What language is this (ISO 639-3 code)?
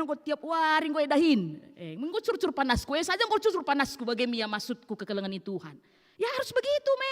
btx